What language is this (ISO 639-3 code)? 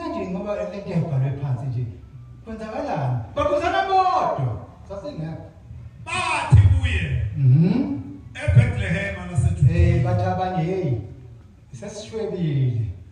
zul